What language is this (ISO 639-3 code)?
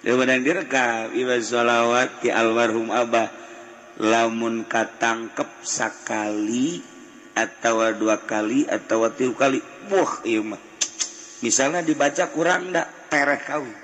sun